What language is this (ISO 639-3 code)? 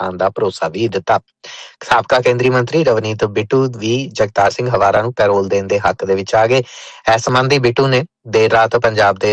pan